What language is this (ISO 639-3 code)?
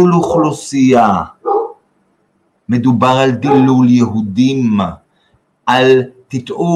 heb